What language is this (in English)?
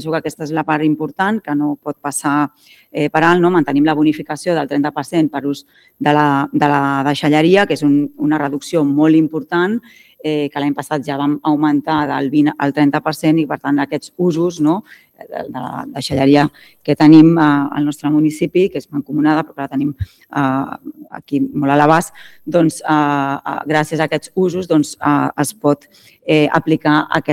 Catalan